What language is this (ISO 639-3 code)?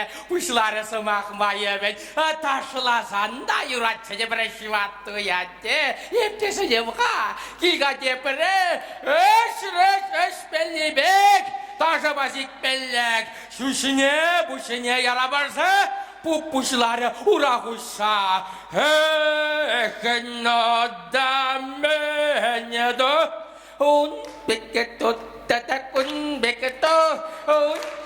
chv